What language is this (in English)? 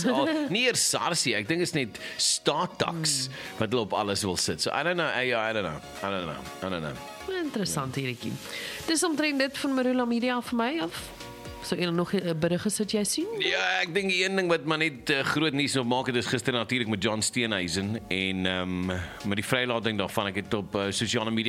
Afrikaans